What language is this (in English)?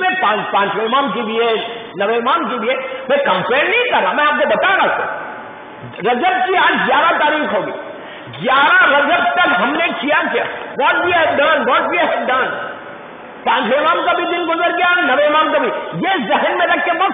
Urdu